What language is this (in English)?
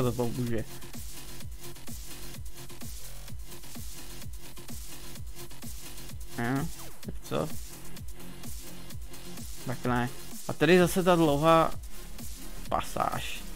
Czech